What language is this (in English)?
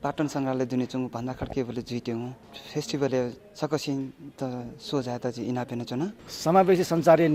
Newari